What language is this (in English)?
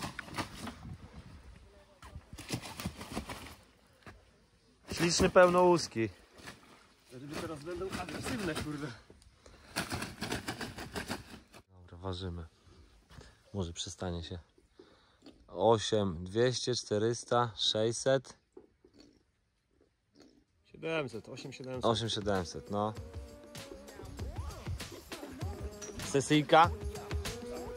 Polish